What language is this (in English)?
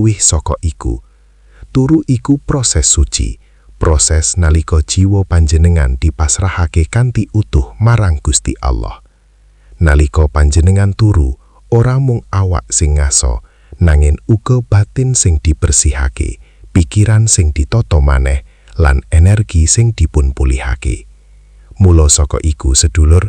Javanese